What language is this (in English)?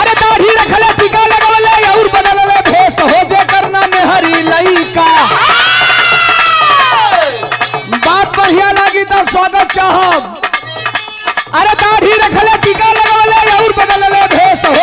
Bhojpuri